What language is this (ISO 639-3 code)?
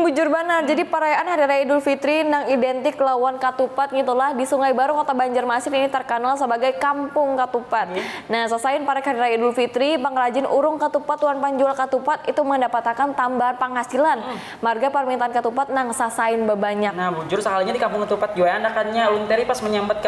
bjn